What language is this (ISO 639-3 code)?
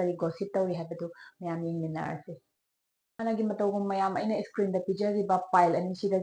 mni